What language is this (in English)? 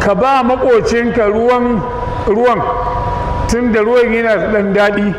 Hausa